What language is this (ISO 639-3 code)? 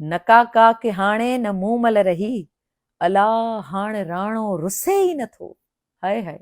snd